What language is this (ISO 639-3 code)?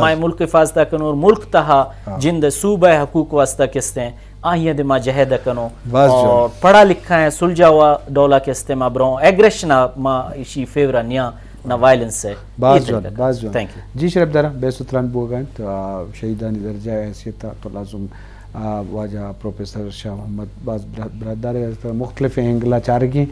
bgp